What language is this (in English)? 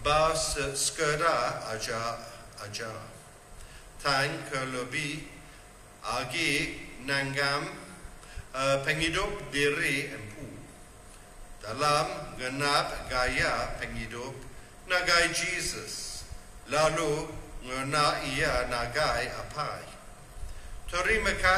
Iban